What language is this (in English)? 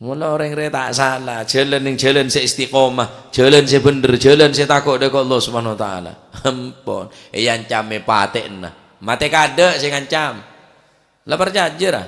Madurese